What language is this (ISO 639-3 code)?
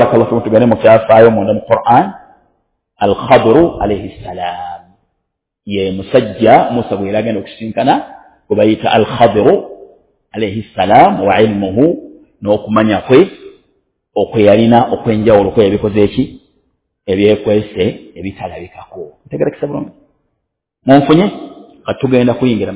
lug